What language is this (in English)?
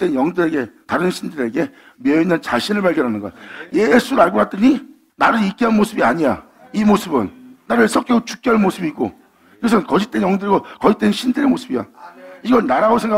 Korean